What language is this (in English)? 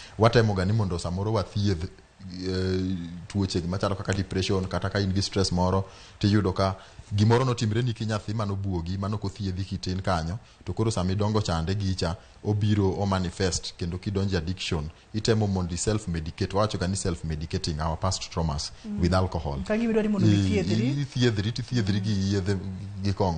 Luo (Kenya and Tanzania)